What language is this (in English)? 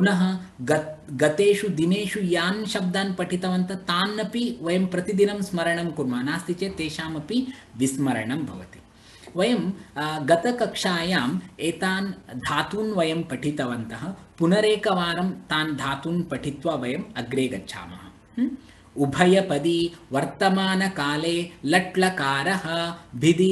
Sanskrit